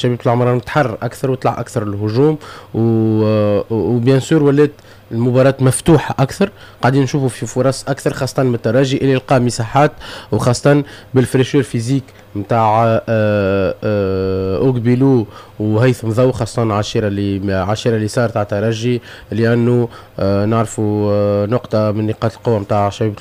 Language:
Tunisian Arabic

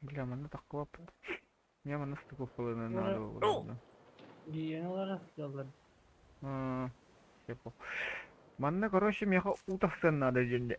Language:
Yakut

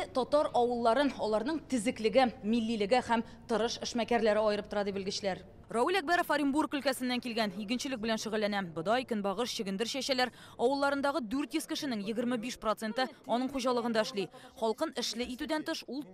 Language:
Tatar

